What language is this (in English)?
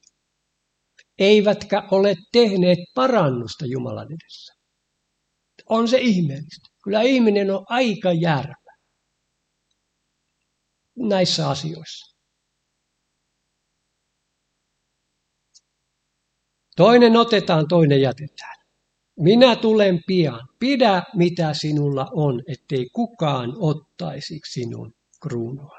Finnish